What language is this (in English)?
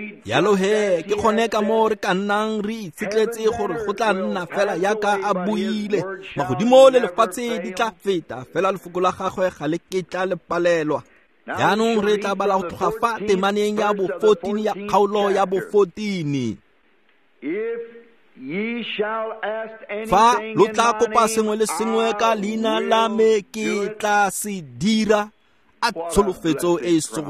Tswana